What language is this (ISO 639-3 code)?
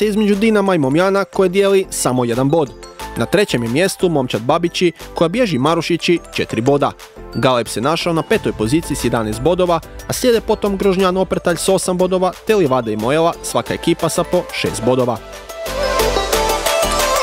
hrv